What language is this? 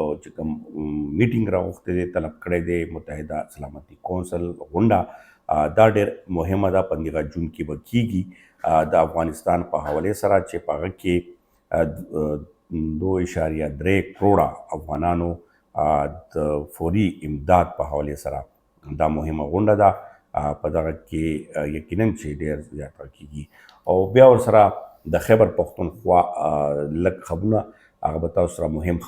Pashto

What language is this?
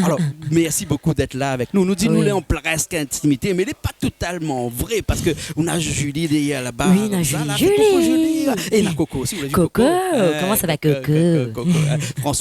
Réunion Creole French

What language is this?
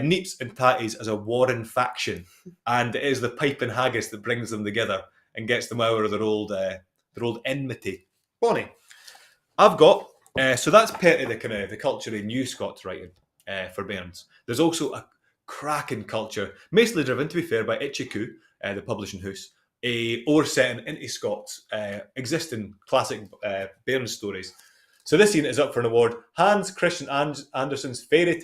Scots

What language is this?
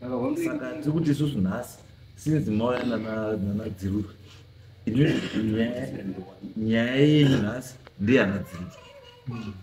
Shona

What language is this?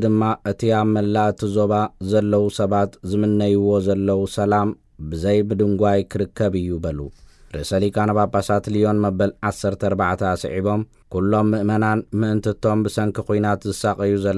Tigrinya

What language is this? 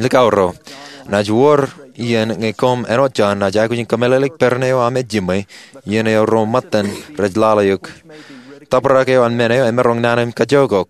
Marshallese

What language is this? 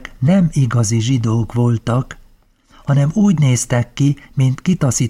Hungarian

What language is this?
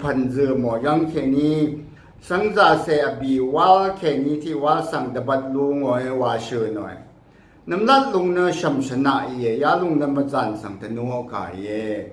Rawang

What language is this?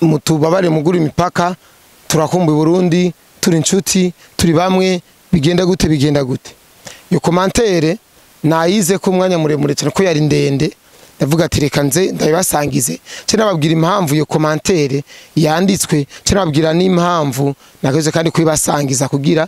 Rundi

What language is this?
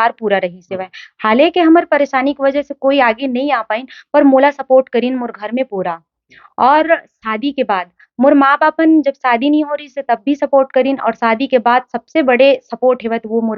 Chhattisgarhi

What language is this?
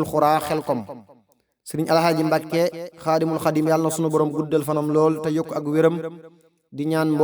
Wolof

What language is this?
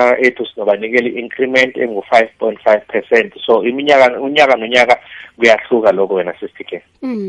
South Ndebele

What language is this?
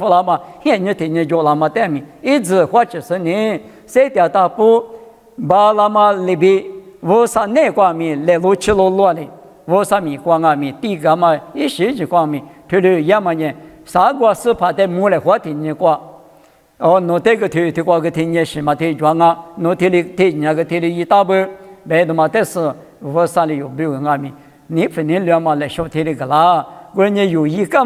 Lisu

